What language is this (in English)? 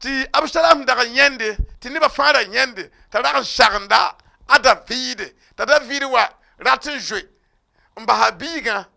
Mossi